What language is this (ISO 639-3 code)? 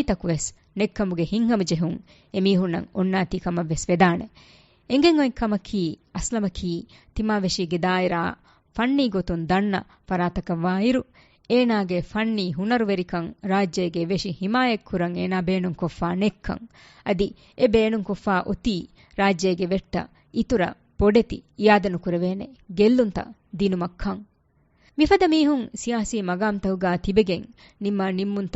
div